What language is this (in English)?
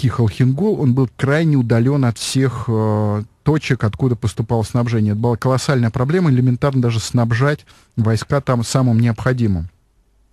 Russian